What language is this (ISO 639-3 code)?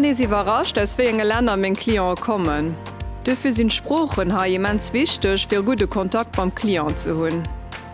ltz